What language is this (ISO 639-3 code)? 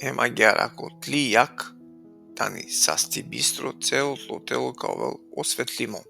rmn